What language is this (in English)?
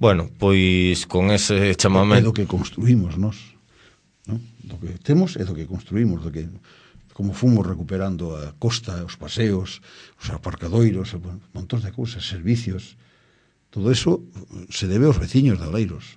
Galician